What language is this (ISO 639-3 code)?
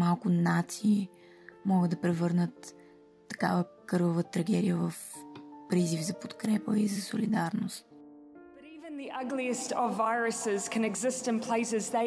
bul